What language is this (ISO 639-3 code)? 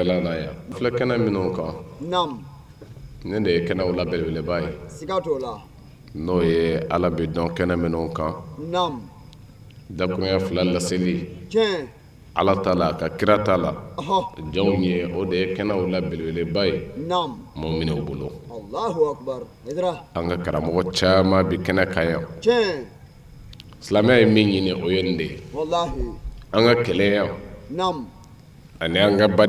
bam